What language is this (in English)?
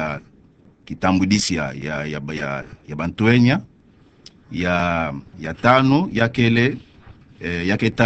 Kituba (Democratic Republic of Congo)